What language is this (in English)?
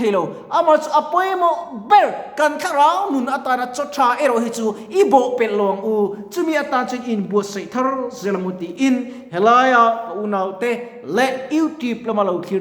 Mizo